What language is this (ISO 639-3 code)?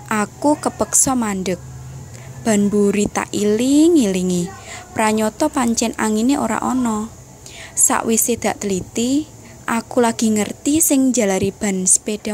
jav